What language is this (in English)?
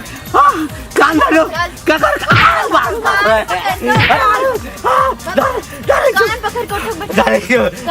Maithili